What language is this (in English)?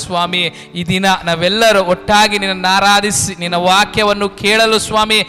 Kannada